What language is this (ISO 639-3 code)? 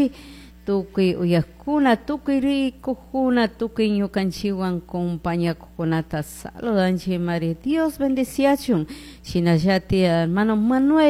qug